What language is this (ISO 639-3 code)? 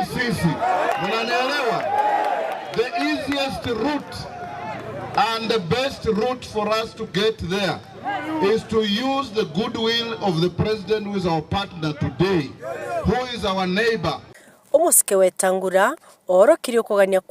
guz